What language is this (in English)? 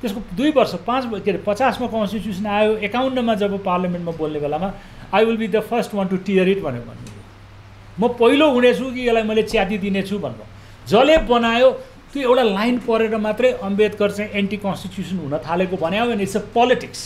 Nepali